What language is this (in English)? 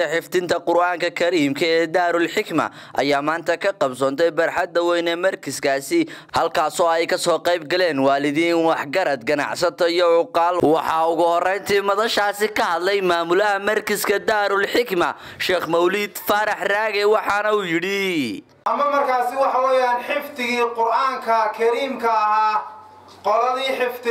Somali